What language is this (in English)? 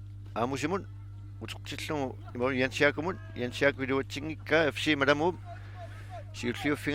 Kalaallisut